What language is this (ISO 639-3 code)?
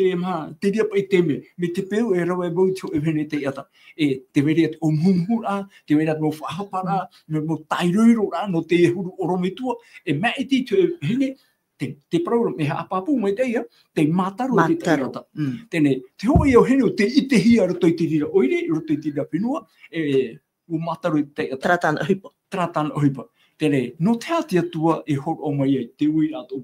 tah